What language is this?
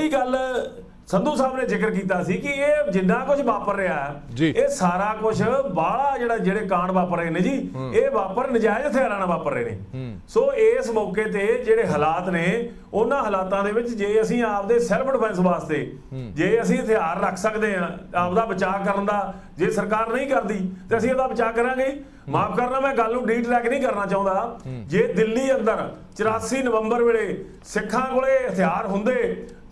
Punjabi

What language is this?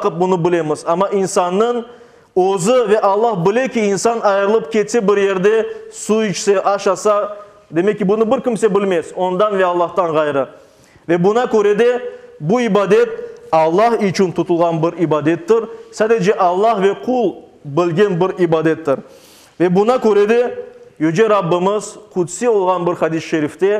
Crimean Tatar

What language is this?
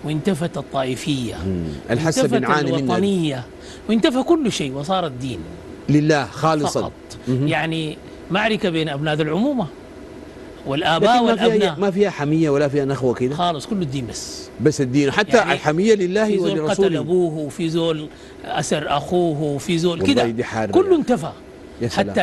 Sudanese Arabic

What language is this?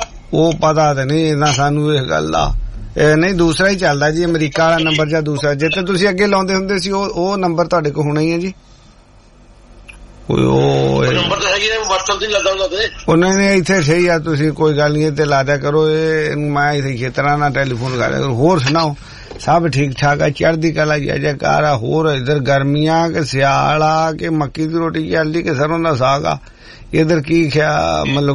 Punjabi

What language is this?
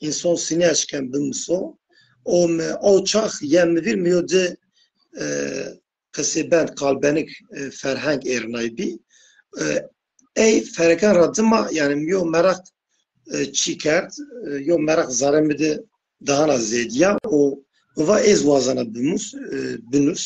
Zaza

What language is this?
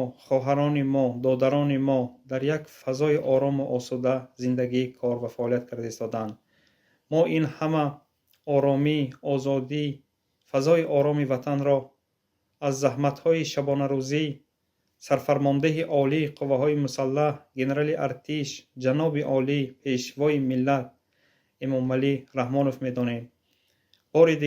Tajik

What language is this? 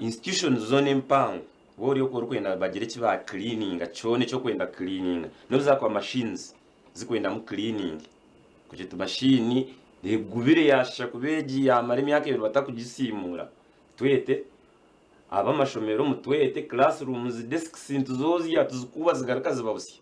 Nyankole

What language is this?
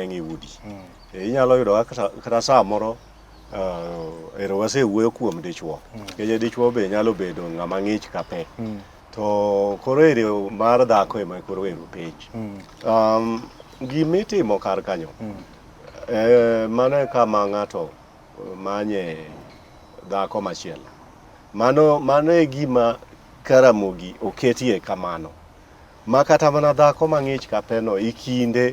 Luo (Kenya and Tanzania)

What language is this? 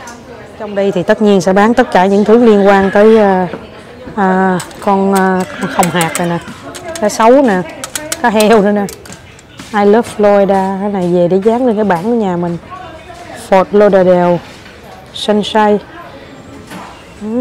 Vietnamese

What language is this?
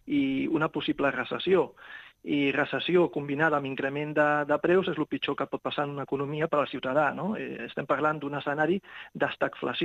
Catalan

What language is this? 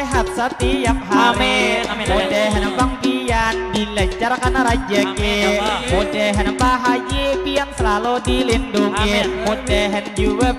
Banjar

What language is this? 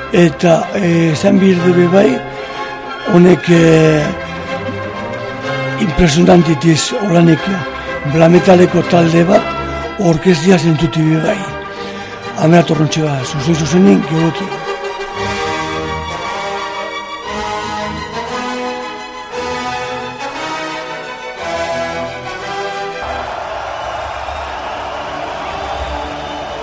Basque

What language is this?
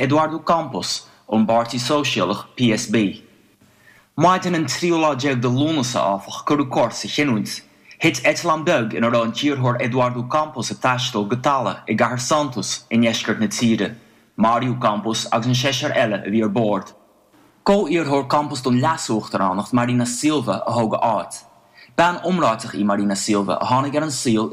Irish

